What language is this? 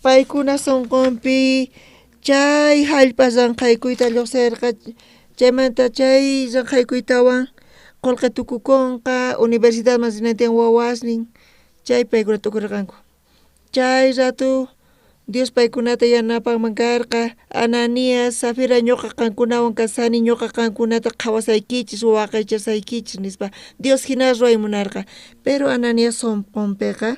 South Bolivian Quechua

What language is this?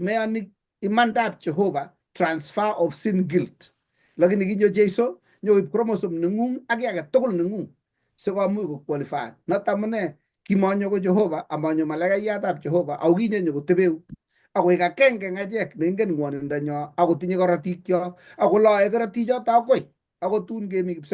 Kalenjin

